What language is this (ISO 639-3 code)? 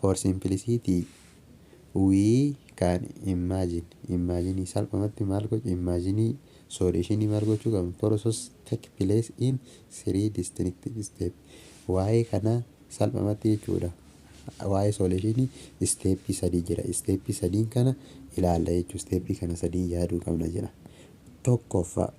orm